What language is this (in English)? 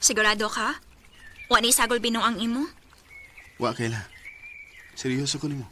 Cebuano